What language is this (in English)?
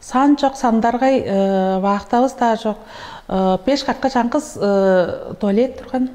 Tuvinian